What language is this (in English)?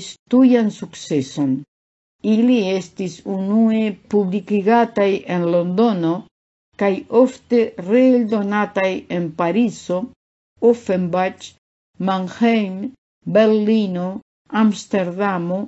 Esperanto